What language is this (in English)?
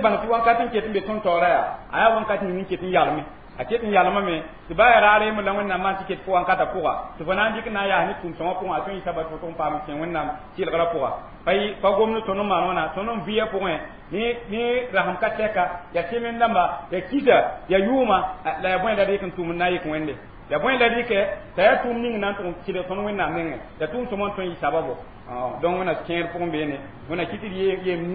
Mossi